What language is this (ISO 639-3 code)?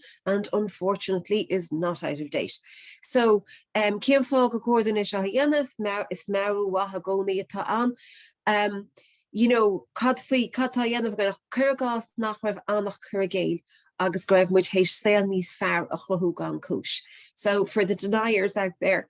gle